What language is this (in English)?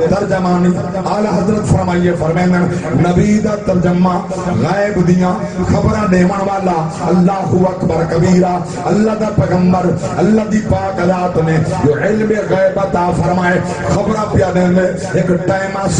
Saraiki